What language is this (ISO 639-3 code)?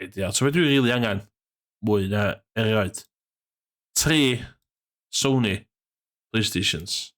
cym